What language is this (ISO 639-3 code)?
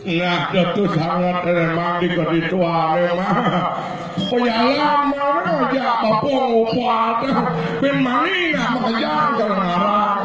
ban